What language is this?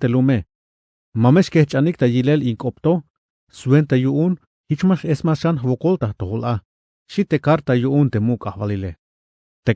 Tzeltal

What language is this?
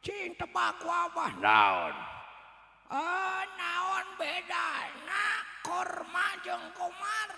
Sundanese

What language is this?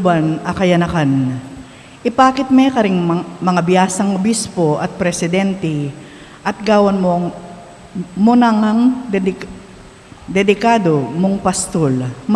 Pampanga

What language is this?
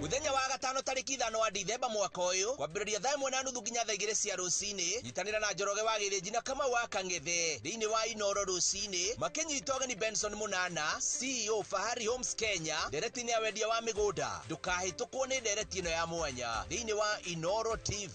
Kikuyu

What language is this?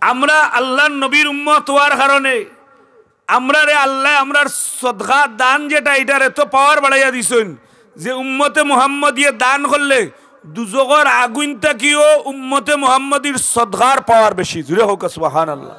Sylheti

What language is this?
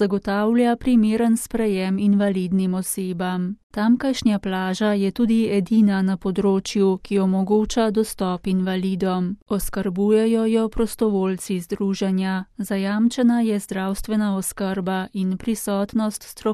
Slovenian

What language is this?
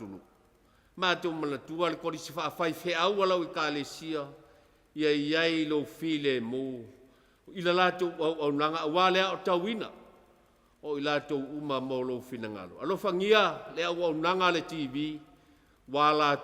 Samoan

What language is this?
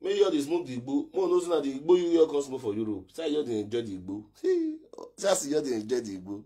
Nigerian Pidgin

